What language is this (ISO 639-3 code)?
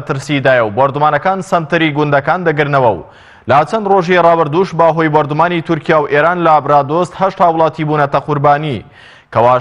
ckb